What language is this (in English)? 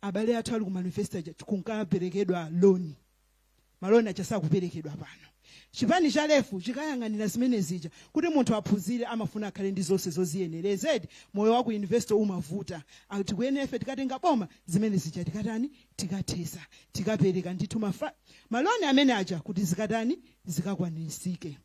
Nyanja